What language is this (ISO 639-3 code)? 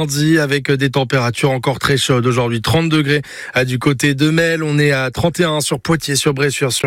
fra